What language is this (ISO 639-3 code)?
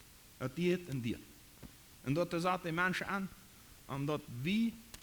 pdt